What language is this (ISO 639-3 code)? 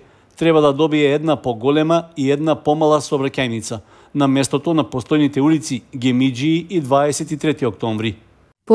mkd